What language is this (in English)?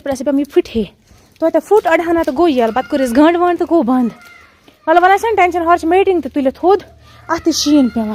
Kashmiri